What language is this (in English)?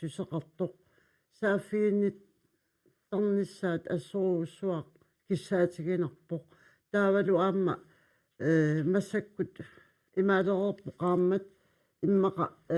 Kalaallisut